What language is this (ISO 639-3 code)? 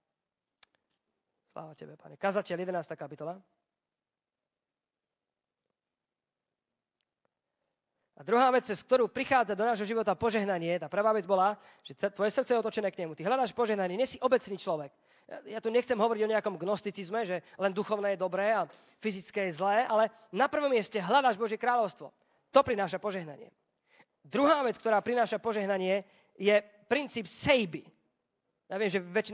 slk